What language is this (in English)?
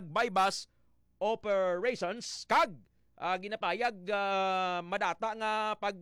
Hiligaynon